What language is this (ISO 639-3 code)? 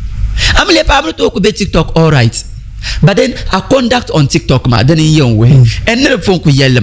dag